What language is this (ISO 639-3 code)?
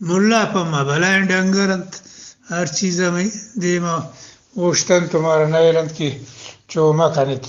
bgp